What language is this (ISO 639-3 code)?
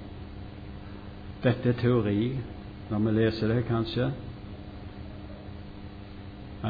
nor